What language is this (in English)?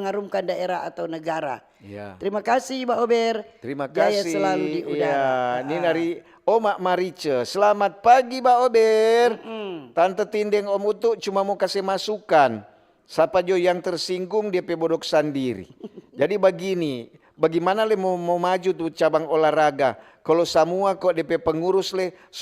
Manado Malay